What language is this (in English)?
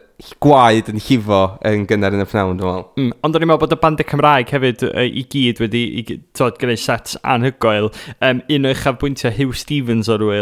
Welsh